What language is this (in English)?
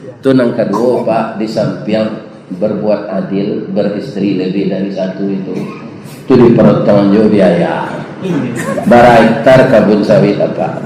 Minangkabau